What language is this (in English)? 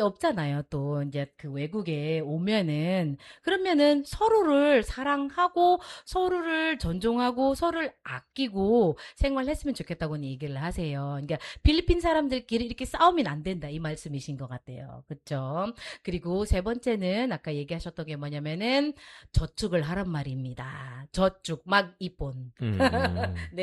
Korean